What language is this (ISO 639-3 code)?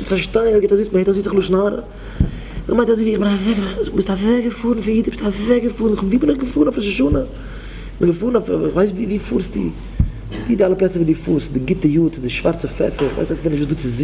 yid